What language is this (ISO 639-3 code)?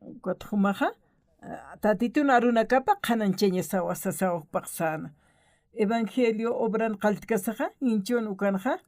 aym